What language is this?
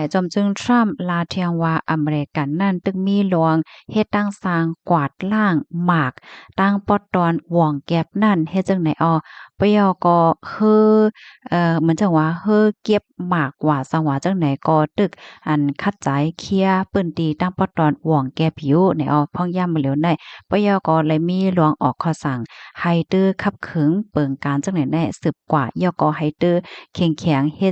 Shan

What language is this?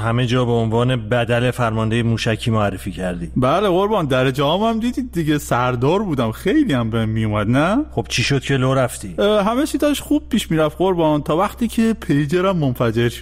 Persian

